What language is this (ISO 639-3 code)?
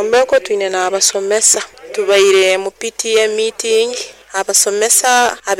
nyo